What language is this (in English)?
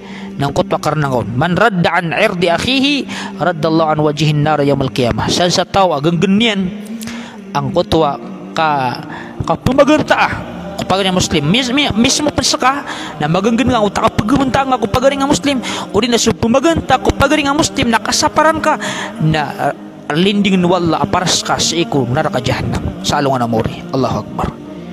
Maranao